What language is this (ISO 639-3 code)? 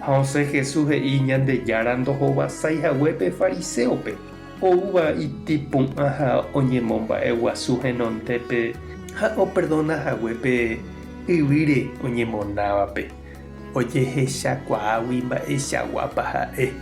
grn